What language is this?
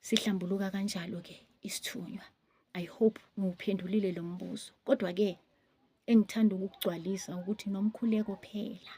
Zulu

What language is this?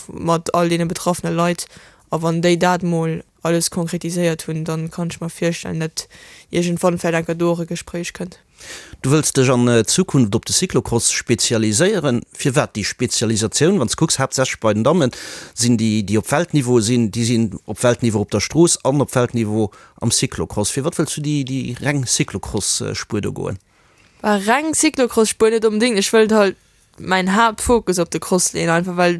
Luxembourgish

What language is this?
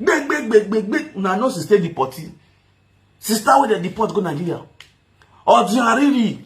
Nigerian Pidgin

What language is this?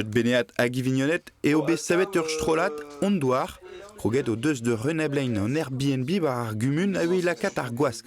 Breton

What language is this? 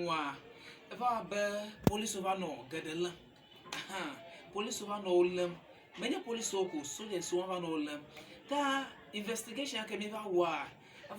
Ewe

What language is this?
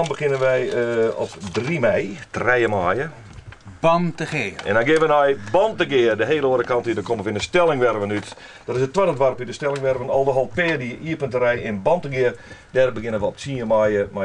Western Frisian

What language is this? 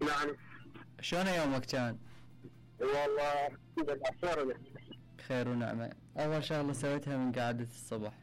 Mesopotamian Arabic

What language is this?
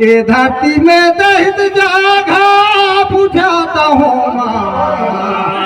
Chhattisgarhi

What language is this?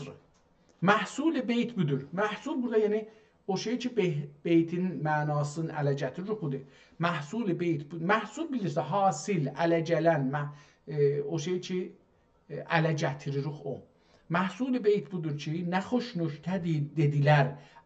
South Azerbaijani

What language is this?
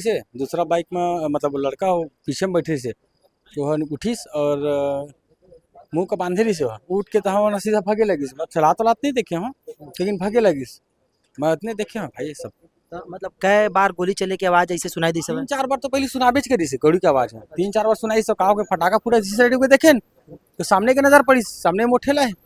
Chhattisgarhi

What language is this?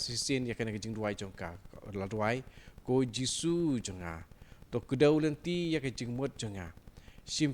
Khasi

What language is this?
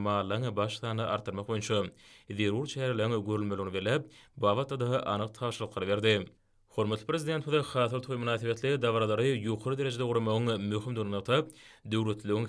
Turkmen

